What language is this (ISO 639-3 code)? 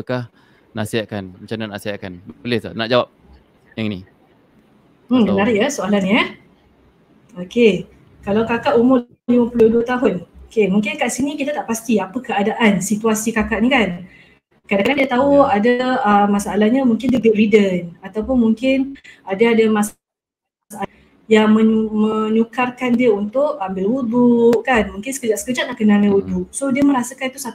msa